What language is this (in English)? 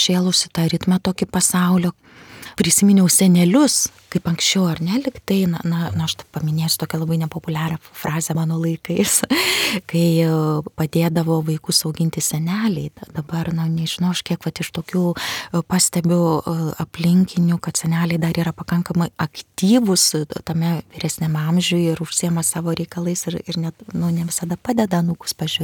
Lithuanian